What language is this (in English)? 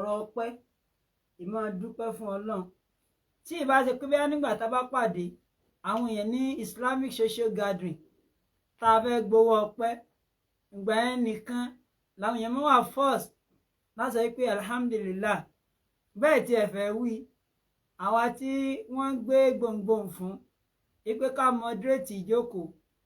Yoruba